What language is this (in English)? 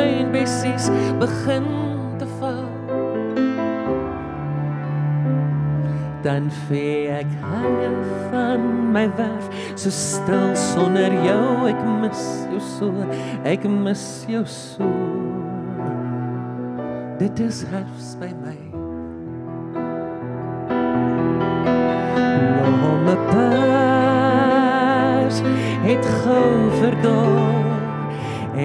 Afrikaans